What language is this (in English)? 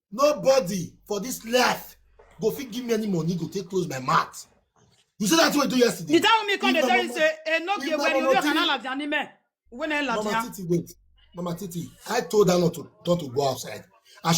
Nigerian Pidgin